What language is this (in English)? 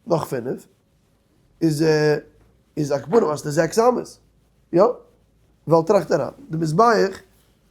Yiddish